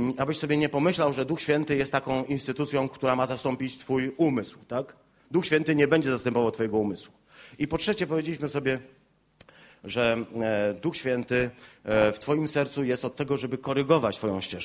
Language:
Polish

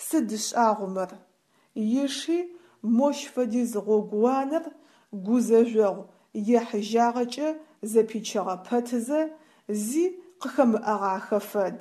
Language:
Adyghe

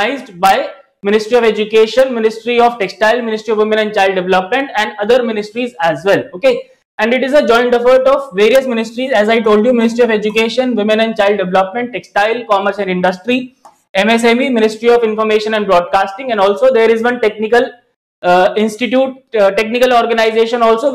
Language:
English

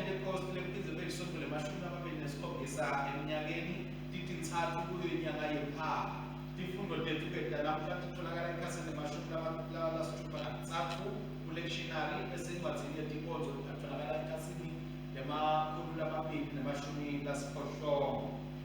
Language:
Swati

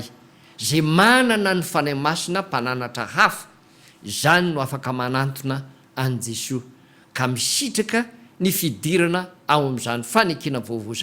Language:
Malagasy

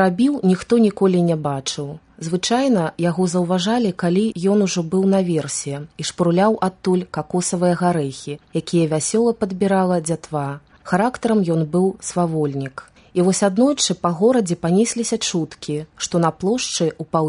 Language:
Belarusian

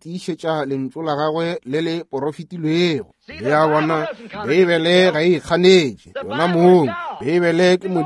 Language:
Northern Sotho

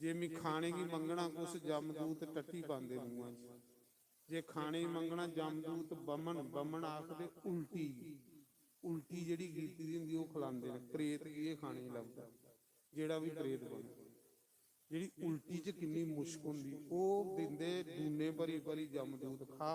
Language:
Dogri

